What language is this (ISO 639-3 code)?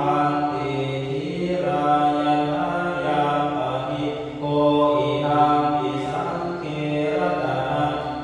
pli